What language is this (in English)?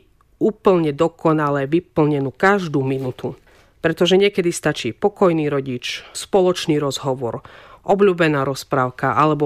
Slovak